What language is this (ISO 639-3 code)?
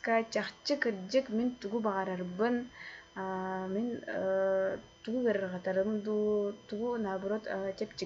sah